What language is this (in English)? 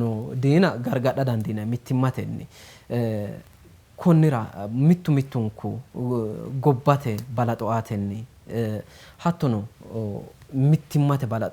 Sidamo